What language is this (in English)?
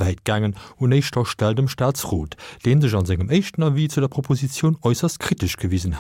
Luxembourgish